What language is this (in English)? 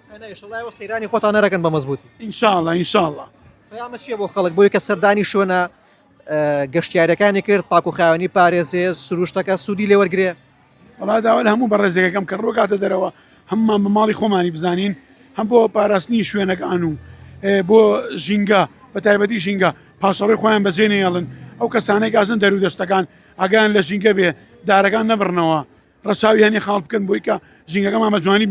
Central Kurdish